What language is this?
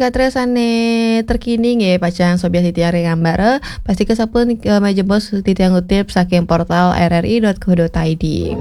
Balinese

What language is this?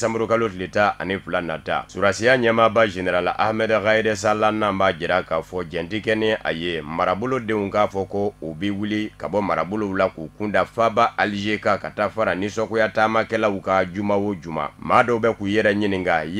Bambara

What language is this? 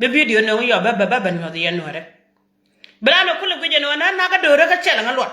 Nuer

